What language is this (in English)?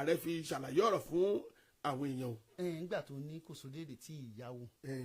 Yoruba